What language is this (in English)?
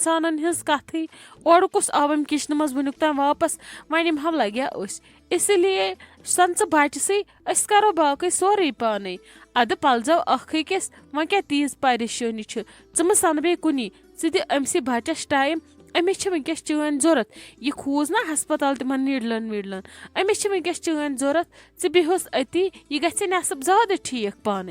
Kashmiri